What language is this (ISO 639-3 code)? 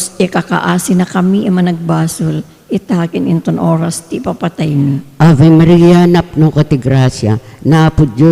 ilo